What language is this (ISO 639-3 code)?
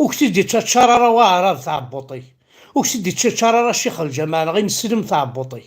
kab